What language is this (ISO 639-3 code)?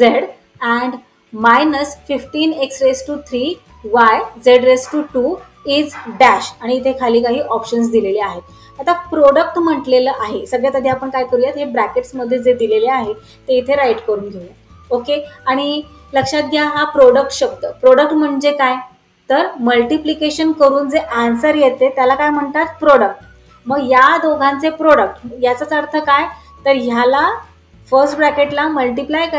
mar